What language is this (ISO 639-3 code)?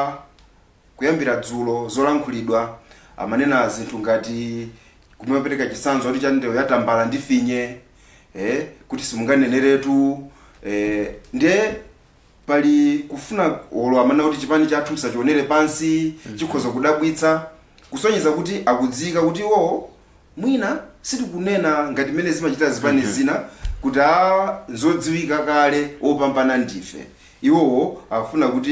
nya